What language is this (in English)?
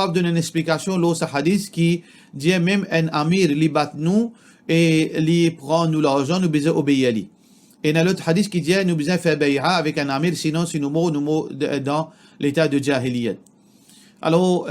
Morisyen